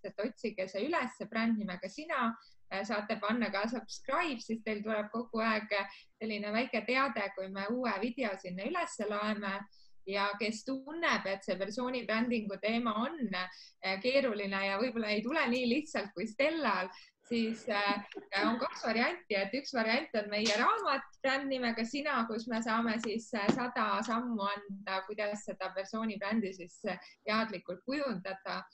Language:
Estonian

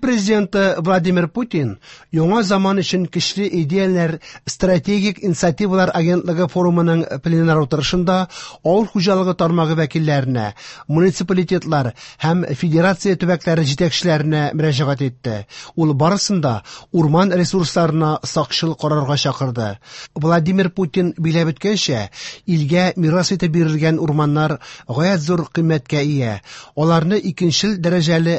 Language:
Tatar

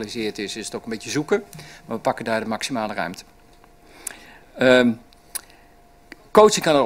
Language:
Dutch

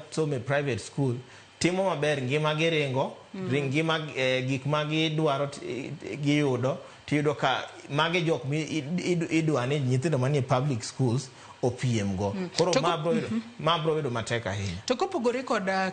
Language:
Luo (Kenya and Tanzania)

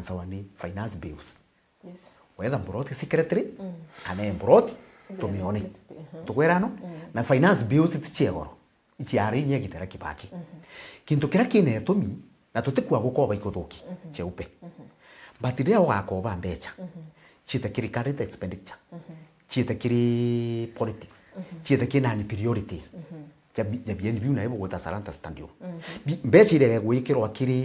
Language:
Meru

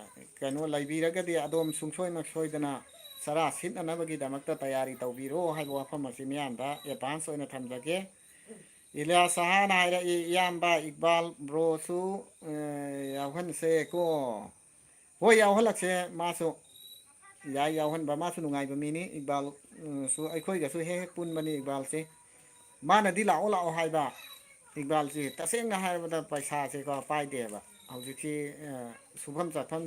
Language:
Manipuri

